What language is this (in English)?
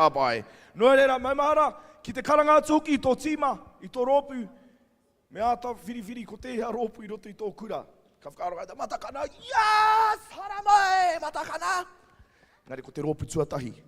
Māori